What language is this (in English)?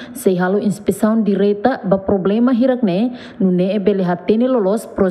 Tetum